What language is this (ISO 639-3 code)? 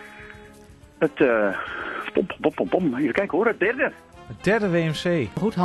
nld